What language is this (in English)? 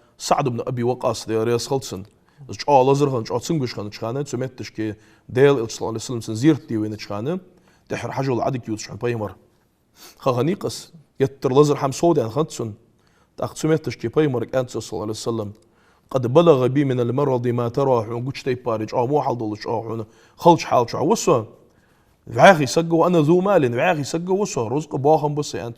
Ingush